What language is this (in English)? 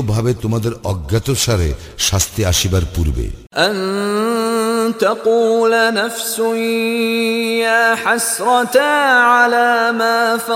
Bangla